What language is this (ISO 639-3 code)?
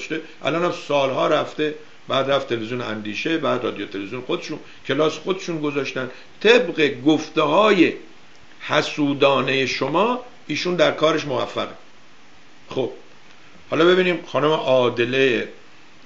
fas